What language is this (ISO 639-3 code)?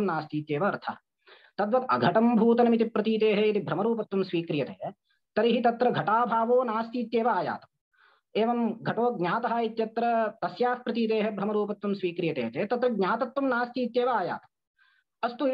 san